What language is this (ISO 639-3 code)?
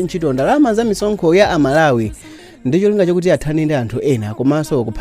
nya